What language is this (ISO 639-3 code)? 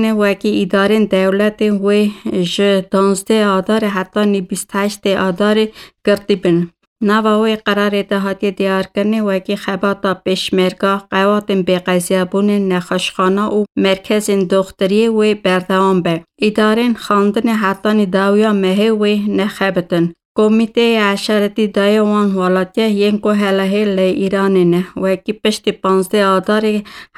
kur